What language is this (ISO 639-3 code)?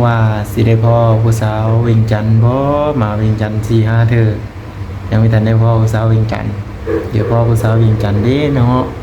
lao